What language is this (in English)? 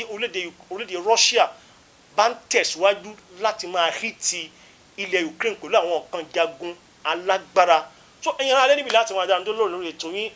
Yoruba